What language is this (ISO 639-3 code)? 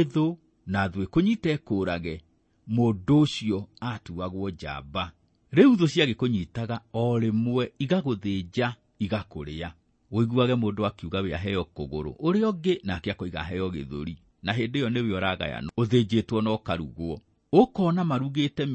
kik